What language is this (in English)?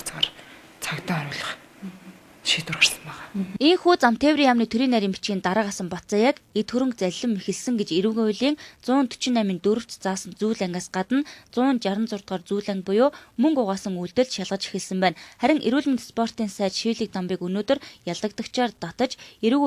Mongolian